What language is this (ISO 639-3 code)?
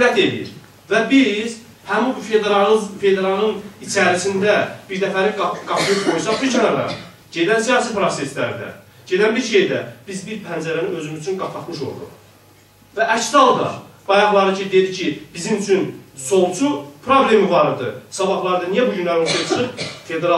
azb